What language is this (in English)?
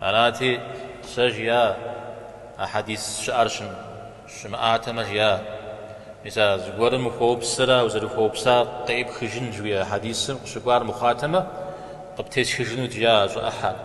Kabardian